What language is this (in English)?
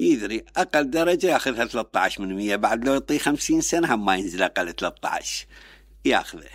Mesopotamian Arabic